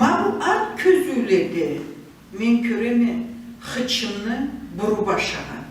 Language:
Karachay-Balkar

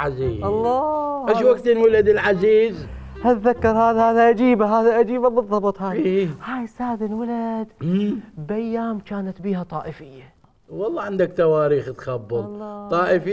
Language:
Mesopotamian Arabic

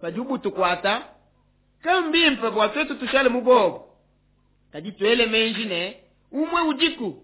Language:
Luba-Lulua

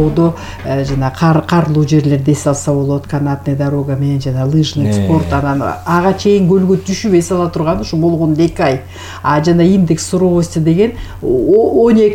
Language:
Kyrgyz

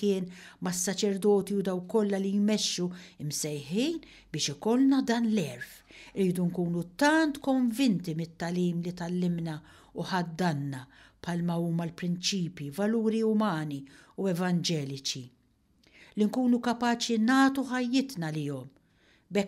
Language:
Maltese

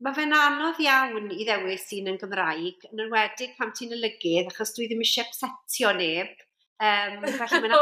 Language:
Welsh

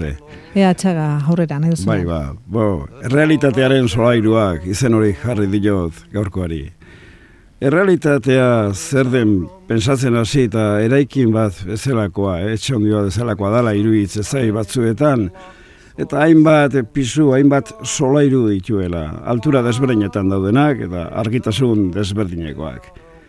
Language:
Basque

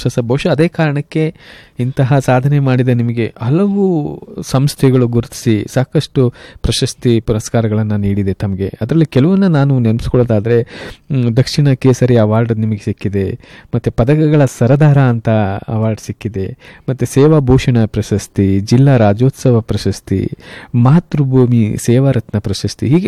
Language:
Kannada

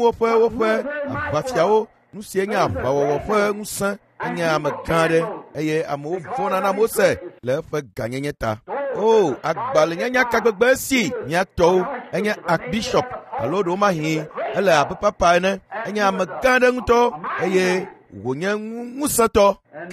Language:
Ewe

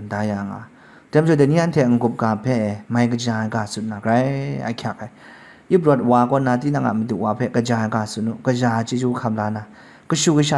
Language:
Kachin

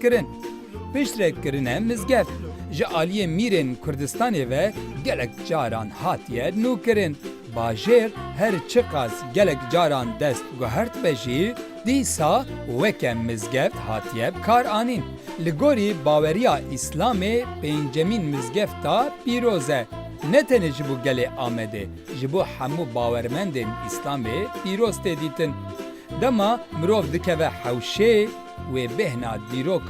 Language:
Kurdish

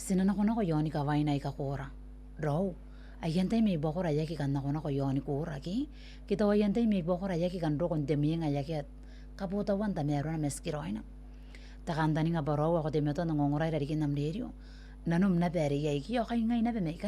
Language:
Gilbertese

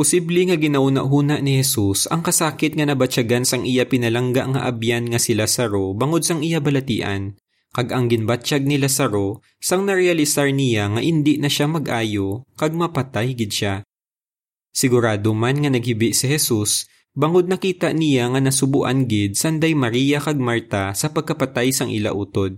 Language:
Hiligaynon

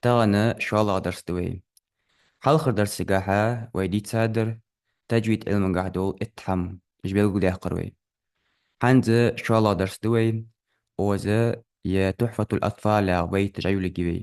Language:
Ingush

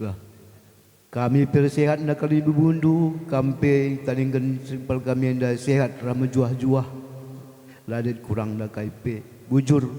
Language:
Batak Karo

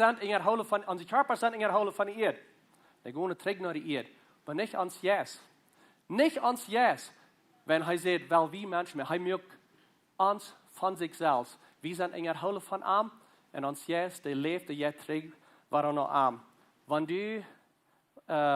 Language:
Plautdietsch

